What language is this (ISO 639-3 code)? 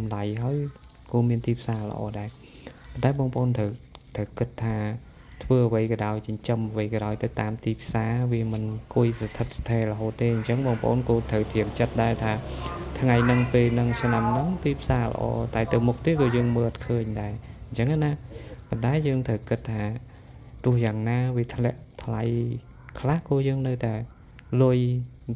khm